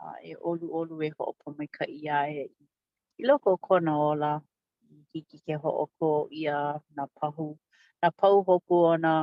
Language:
Hawaiian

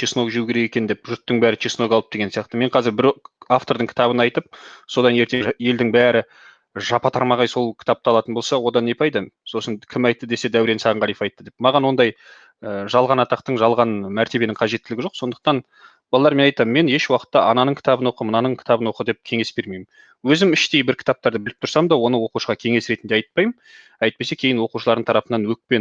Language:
Kazakh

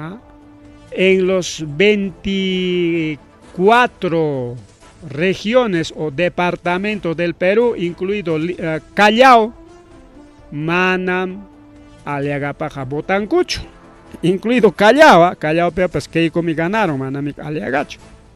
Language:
Ayacucho Quechua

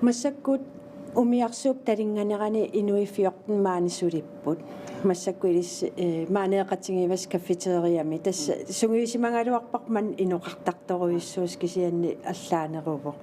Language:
Kalaallisut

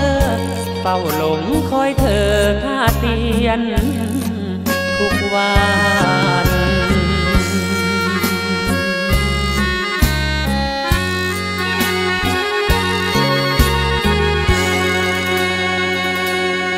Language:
Thai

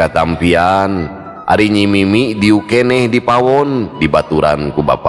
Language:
Sundanese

